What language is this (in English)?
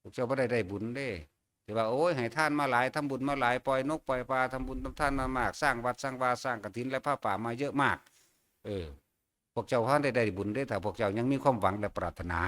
Northeastern Thai